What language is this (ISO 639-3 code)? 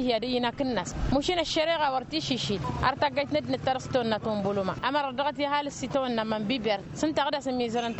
taq